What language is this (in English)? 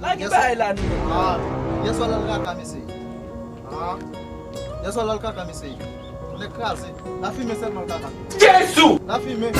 Haitian Creole